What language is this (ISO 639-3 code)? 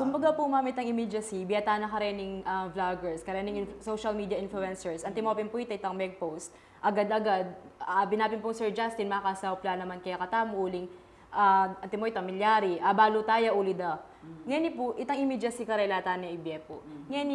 pam